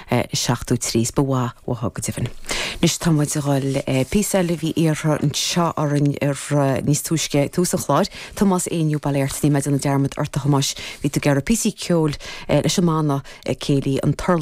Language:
Irish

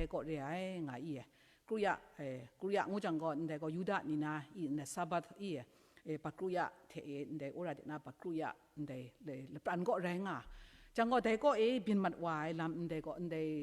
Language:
Kachin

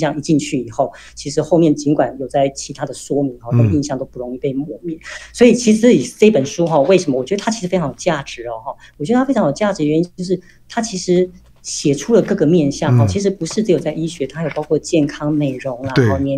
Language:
Chinese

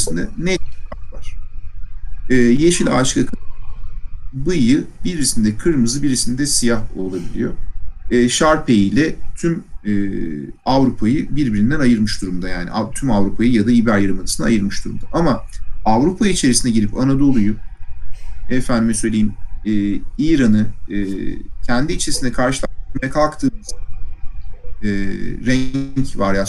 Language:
Turkish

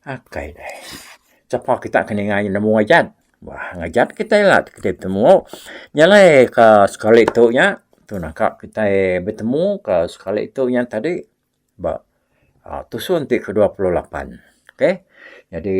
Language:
Iban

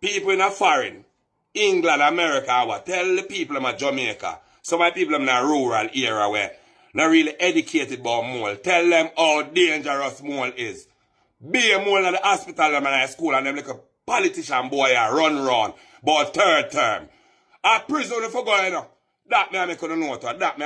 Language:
Jamaican Creole English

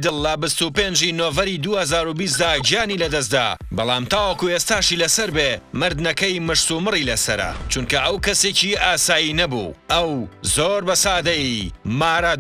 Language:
Central Kurdish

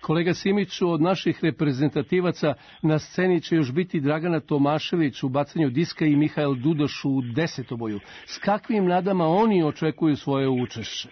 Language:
Serbian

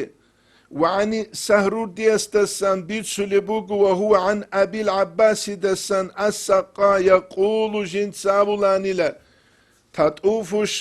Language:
Avaric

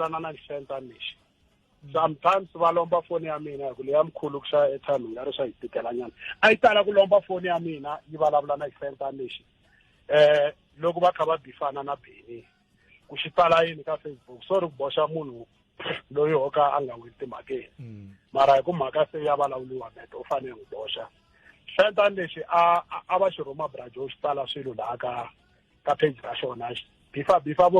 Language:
Tsonga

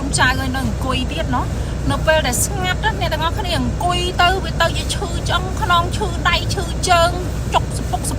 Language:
Khmer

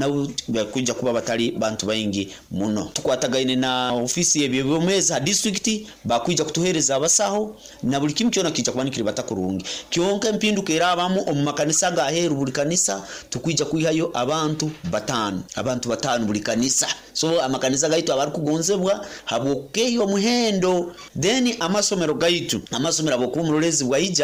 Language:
Nyoro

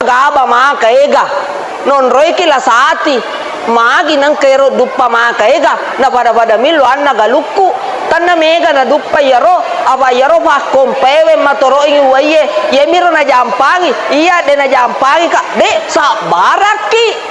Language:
Buginese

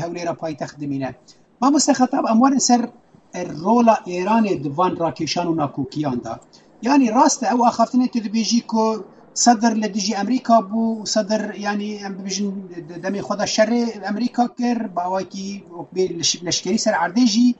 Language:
Kurdish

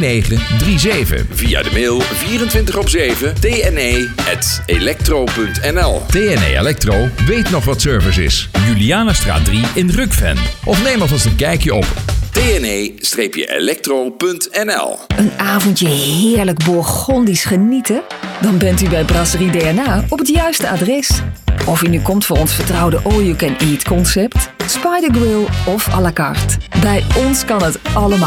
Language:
Dutch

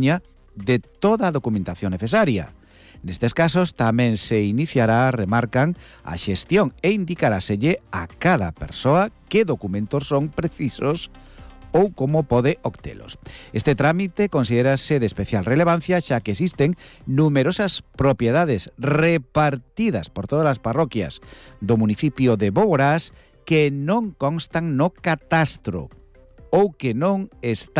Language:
Galician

